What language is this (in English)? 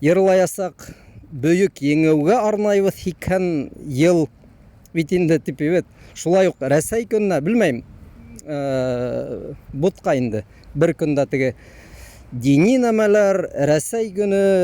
Bashkir